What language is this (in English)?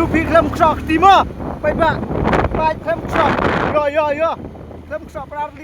Khasi